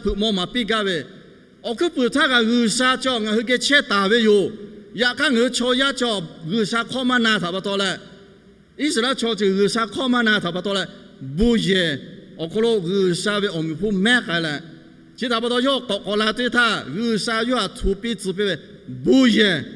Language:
Lahu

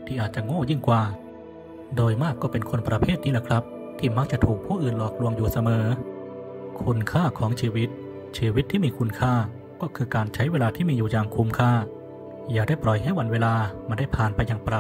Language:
Thai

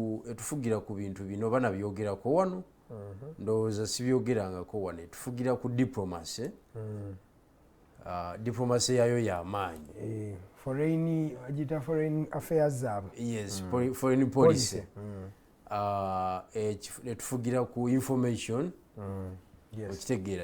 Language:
Ganda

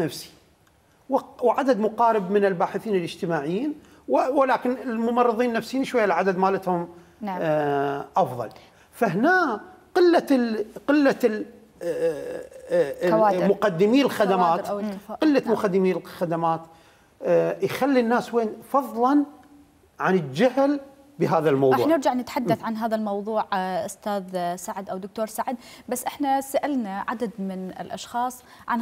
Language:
Mesopotamian Arabic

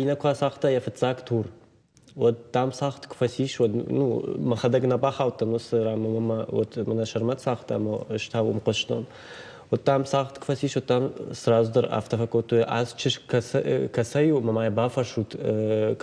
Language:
Ossetic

